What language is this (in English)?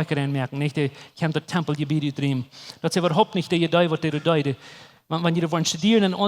Plautdietsch